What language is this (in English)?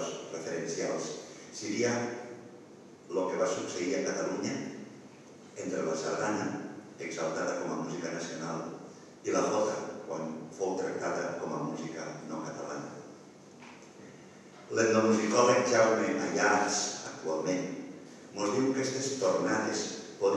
Catalan